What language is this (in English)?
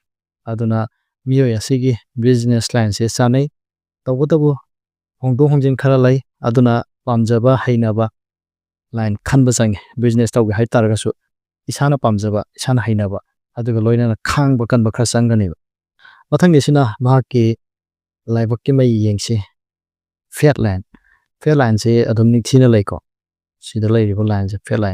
Manipuri